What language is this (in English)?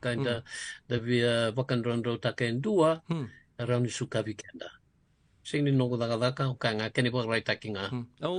Fijian